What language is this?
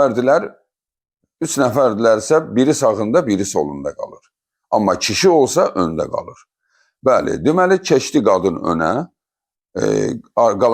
Azerbaijani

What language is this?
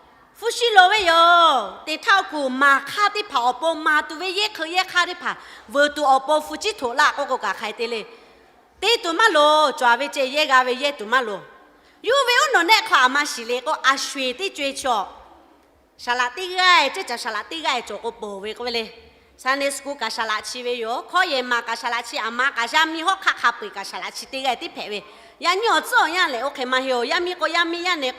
Lahu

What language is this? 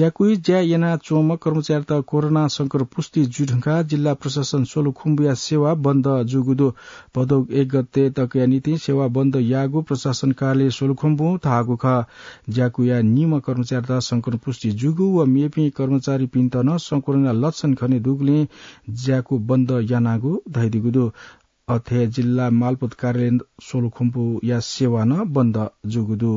Newari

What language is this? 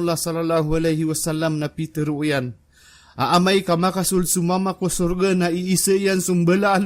Maranao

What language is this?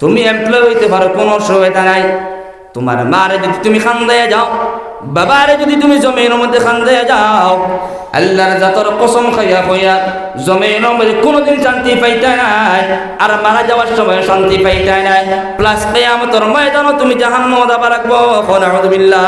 Sylheti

